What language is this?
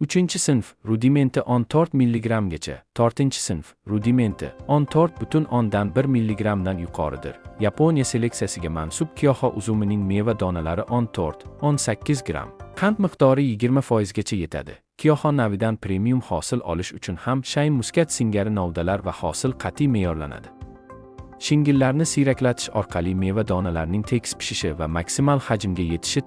Uzbek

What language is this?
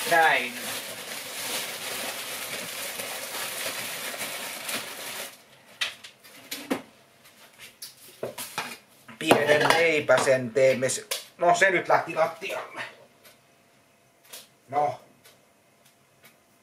Finnish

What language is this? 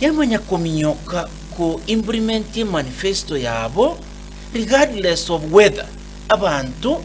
Gusii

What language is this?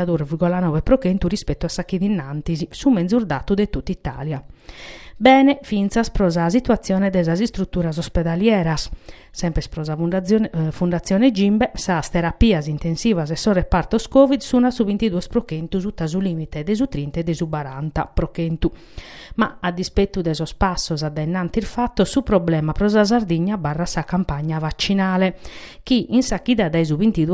Sardinian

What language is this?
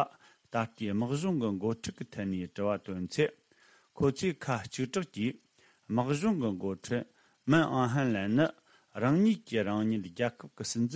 Tibetan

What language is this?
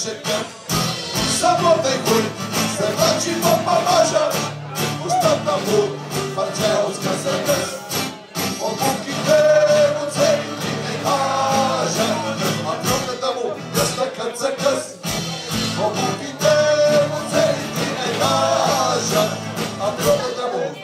Bulgarian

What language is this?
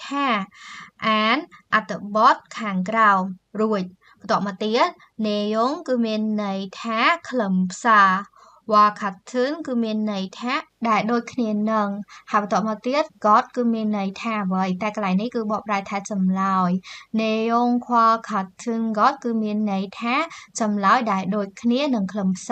Khmer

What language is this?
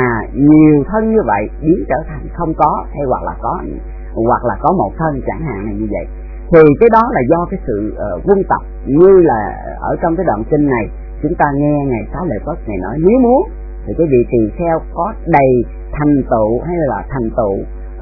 Vietnamese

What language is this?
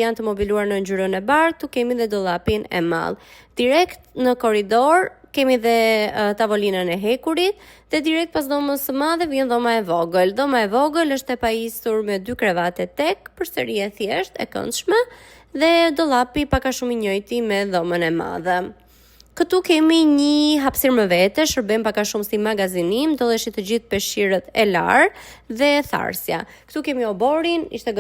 Albanian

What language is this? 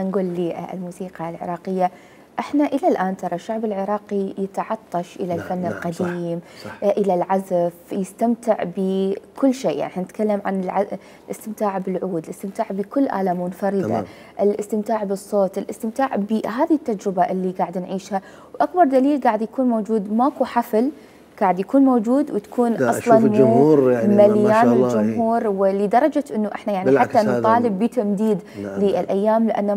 Mesopotamian Arabic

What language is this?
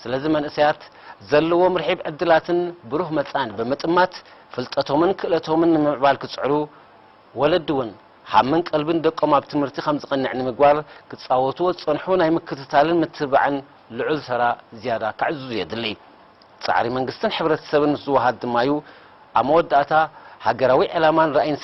Tigrinya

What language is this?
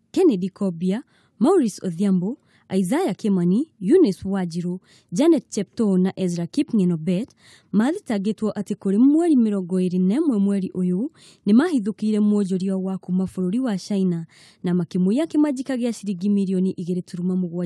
Kikuyu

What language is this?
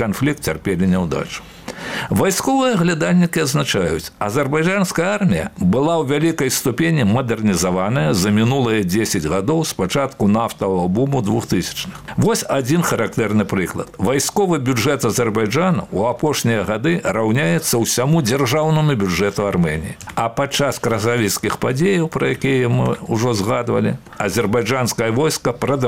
Belarusian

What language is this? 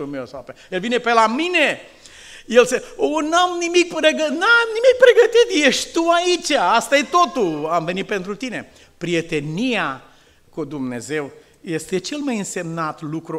Romanian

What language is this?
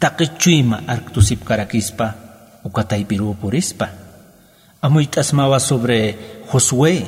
Aymara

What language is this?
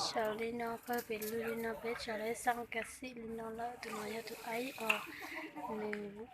Hmong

